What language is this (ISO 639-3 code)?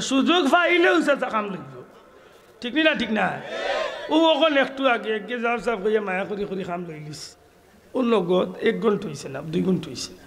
syl